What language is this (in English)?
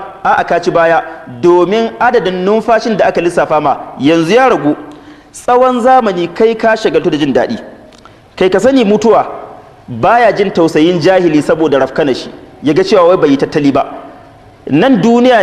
Hausa